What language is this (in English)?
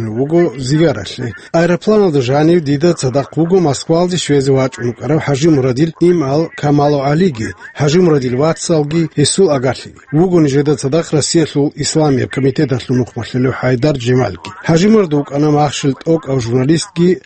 Avaric